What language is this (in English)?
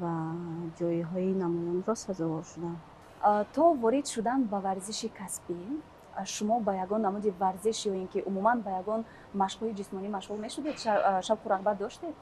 Tajik